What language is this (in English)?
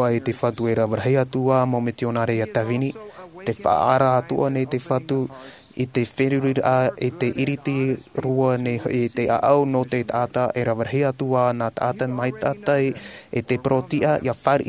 Tahitian